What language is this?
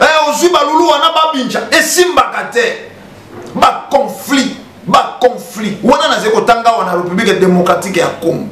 Lingala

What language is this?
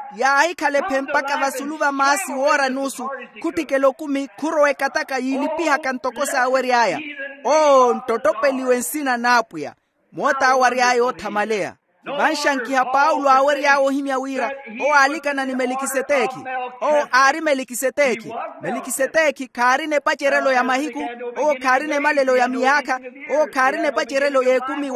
Makhuwa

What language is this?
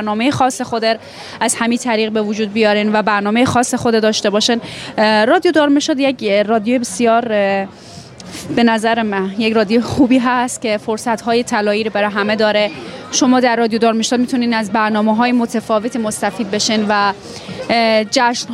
Persian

